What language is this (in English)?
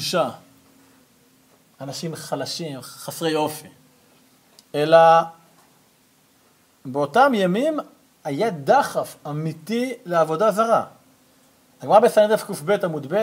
Hebrew